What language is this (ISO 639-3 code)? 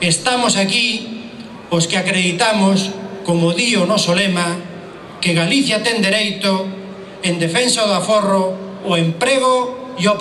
glg